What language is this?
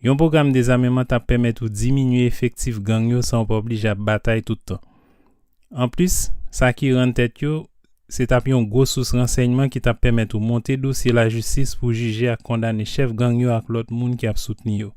Haitian Creole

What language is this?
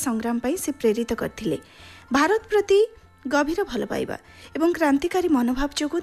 Odia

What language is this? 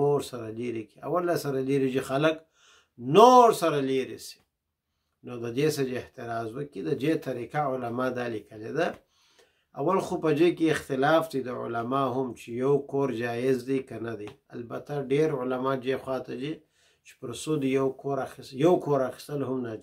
Pashto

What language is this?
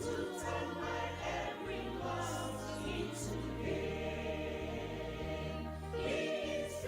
Ewe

